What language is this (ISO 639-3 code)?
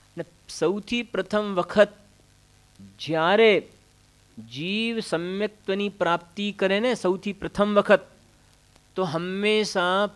guj